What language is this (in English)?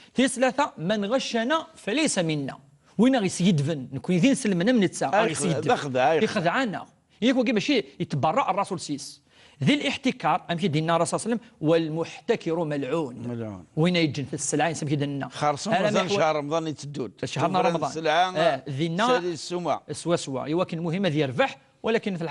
Kabyle